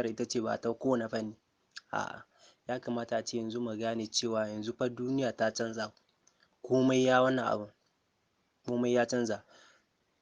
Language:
Hausa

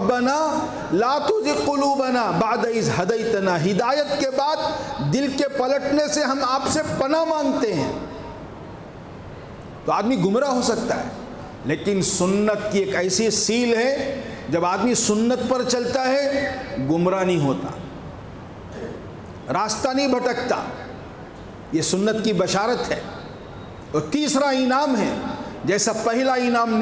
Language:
Urdu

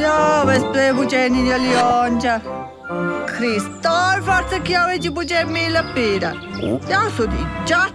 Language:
Romansh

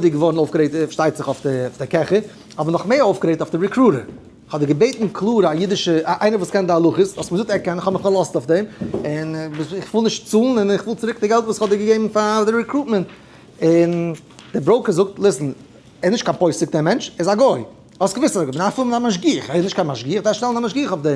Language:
Yiddish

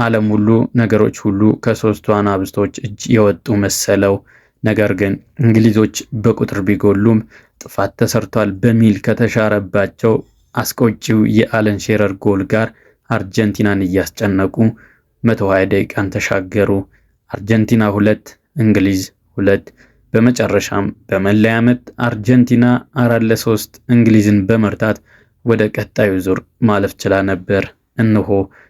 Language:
Amharic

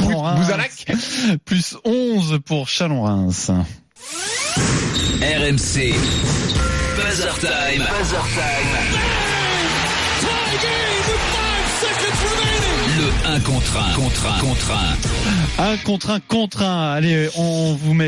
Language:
French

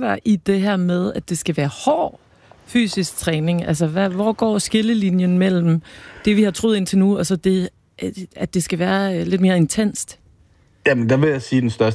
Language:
Danish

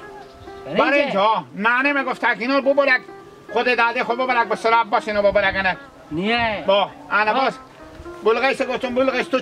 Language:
Hazaragi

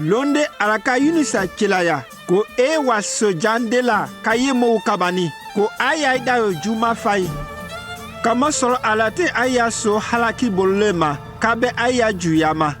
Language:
Konyanka Maninka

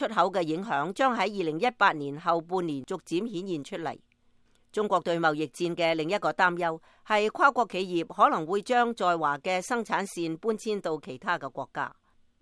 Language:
Cantonese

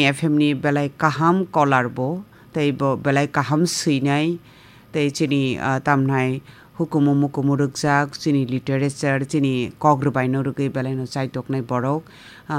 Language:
Kok Borok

